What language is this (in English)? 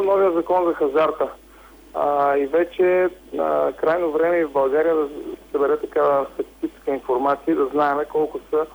Bulgarian